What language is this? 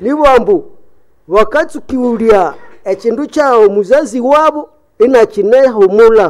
Nande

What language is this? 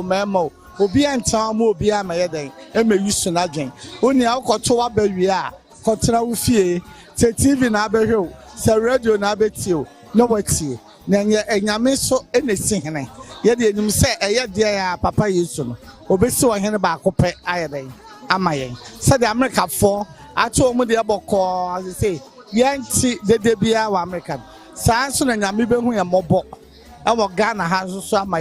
Akan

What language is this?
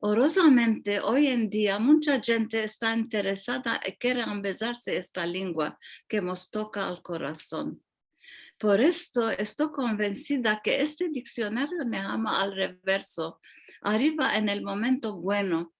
Ladino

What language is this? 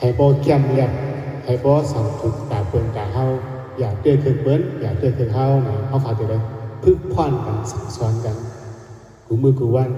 Shan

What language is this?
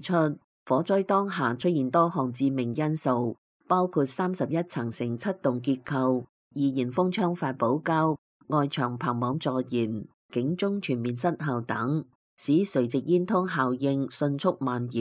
Cantonese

